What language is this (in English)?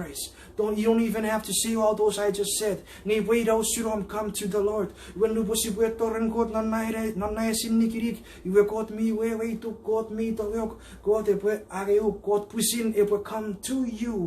Chuukese